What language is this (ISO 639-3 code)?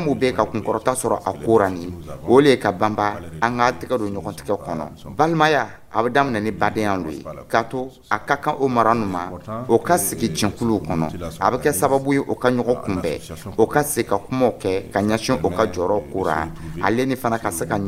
dyu